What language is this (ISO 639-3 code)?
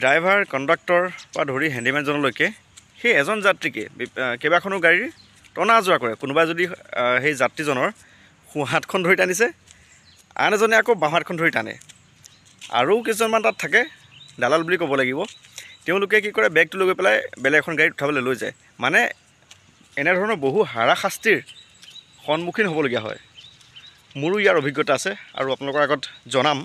asm